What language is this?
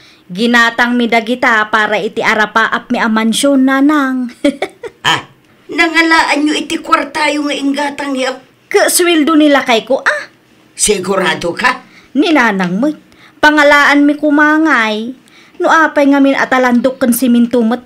Iloko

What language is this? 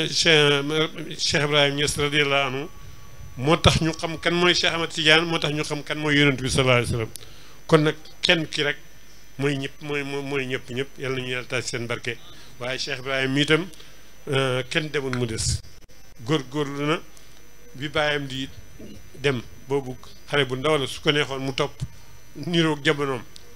Wolof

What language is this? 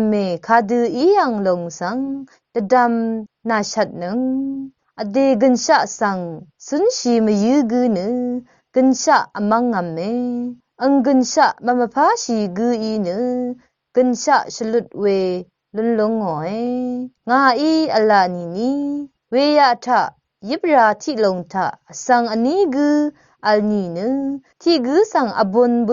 Rawang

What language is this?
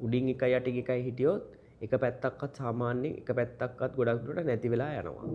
Sinhala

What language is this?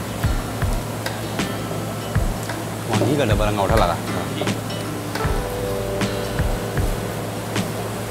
Tamil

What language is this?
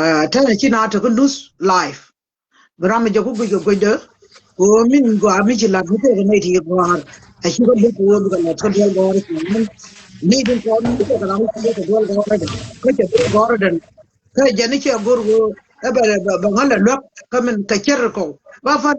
Nuer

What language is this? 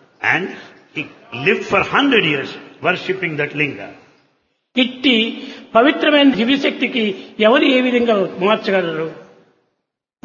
Telugu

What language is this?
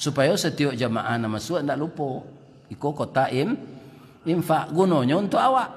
Minangkabau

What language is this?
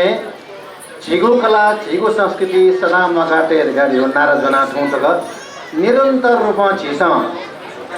Newari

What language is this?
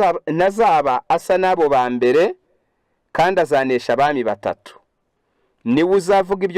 Kinyarwanda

